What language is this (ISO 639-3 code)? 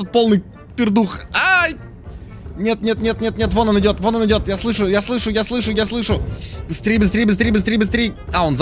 rus